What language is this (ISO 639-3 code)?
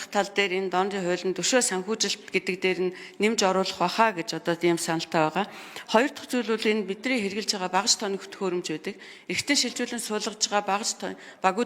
mon